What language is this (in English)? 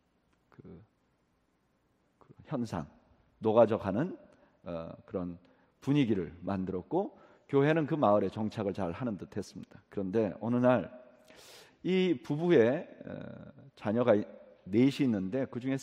Korean